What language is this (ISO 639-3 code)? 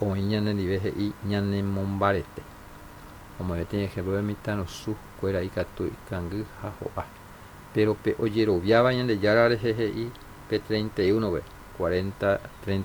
grn